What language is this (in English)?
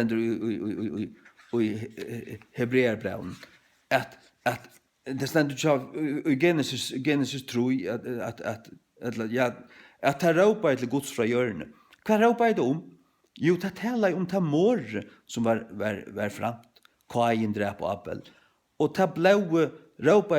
Faroese